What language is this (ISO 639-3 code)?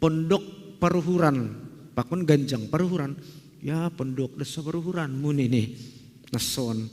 bts